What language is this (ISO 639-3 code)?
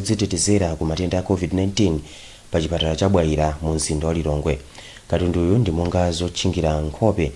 nya